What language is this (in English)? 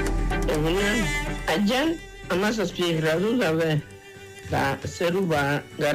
Basque